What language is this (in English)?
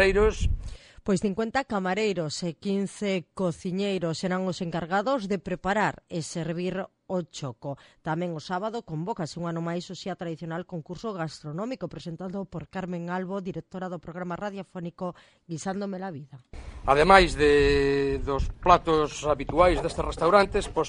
Galician